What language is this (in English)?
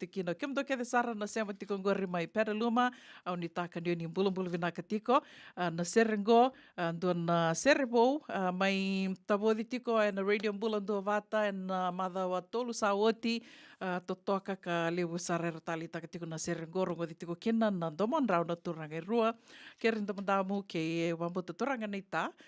Fijian